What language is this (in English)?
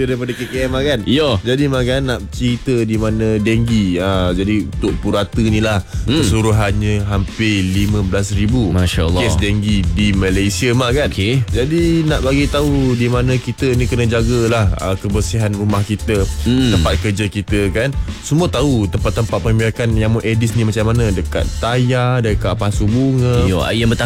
Malay